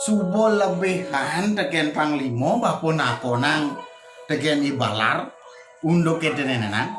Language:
Balinese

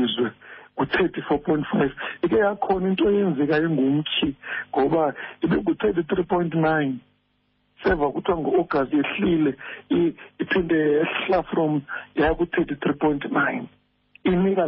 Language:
Xhosa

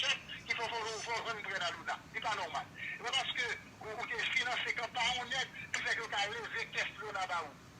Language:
Haitian Creole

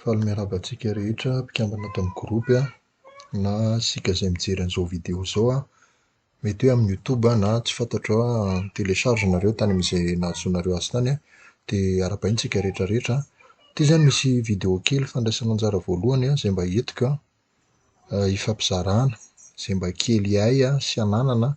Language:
Malagasy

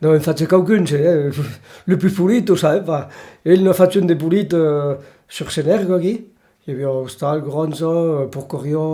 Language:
Occitan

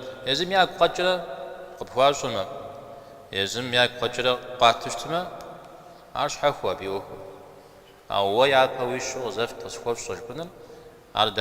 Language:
Kabardian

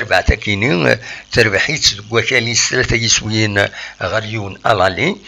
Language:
Kabyle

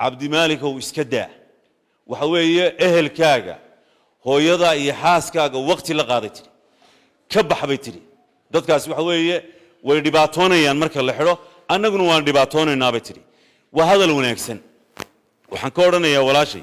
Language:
Somali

